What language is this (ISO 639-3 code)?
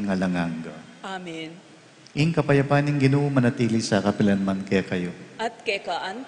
pam